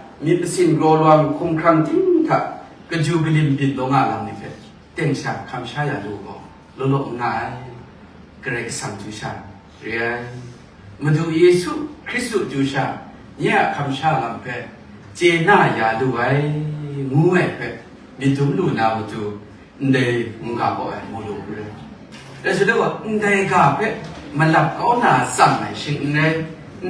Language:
Kachin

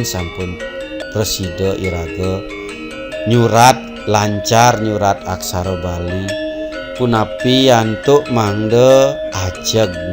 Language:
Balinese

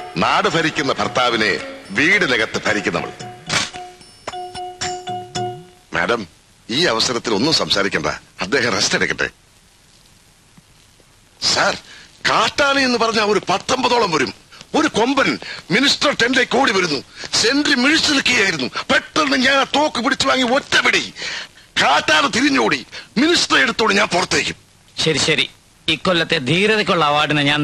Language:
Malayalam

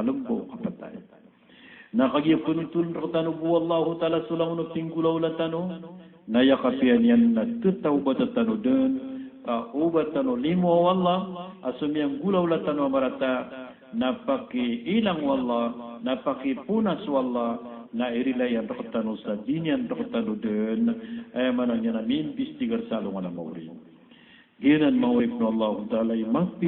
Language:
Maranao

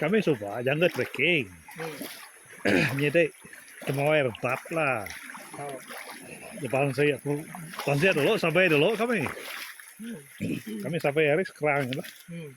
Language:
Iban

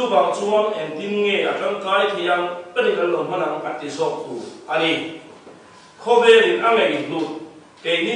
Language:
Mizo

